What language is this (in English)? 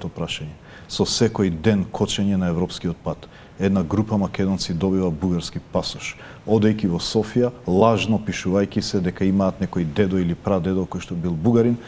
Macedonian